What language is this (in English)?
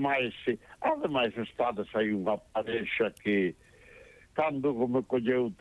Galician